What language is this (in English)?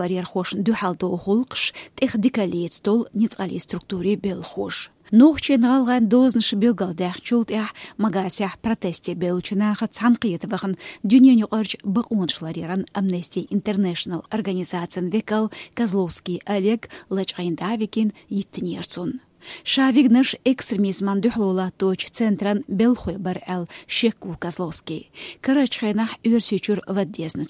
Chechen